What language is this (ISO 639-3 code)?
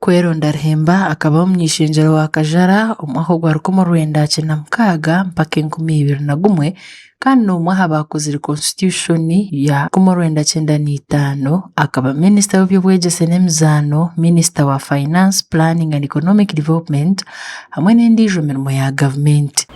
nyn